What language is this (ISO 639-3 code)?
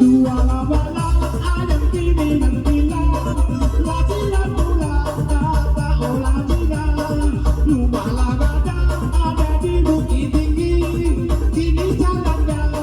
min